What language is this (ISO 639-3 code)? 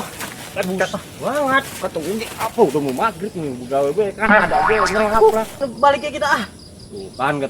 bew